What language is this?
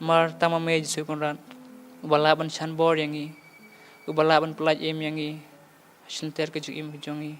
Khasi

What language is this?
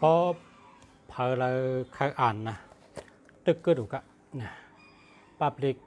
Shan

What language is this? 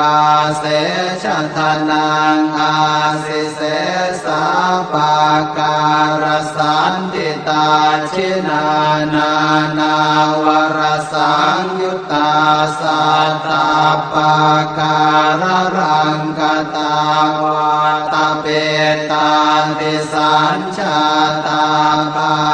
Pali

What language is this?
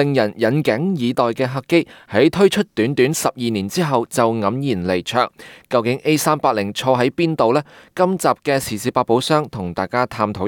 Cantonese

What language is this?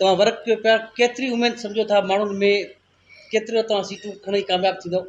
Sindhi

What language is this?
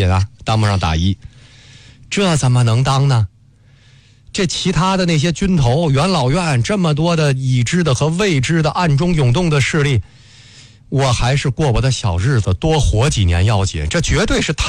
Chinese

